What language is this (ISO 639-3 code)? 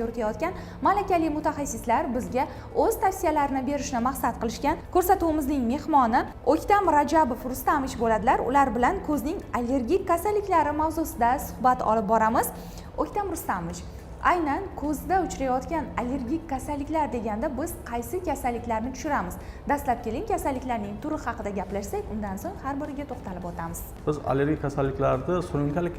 uzb